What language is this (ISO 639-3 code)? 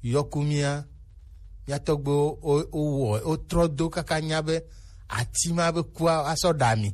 gej